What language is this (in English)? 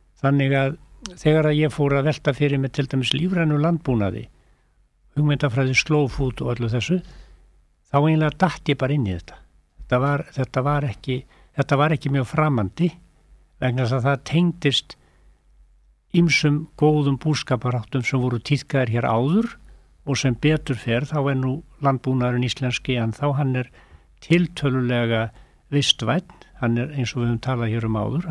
Icelandic